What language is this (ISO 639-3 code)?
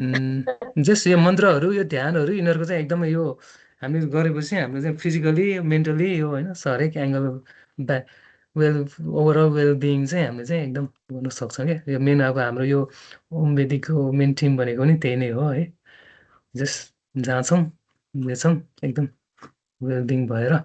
nep